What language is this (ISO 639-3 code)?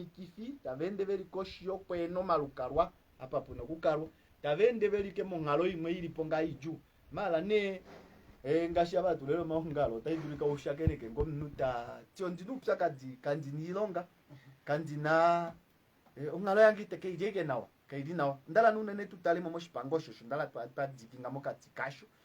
kua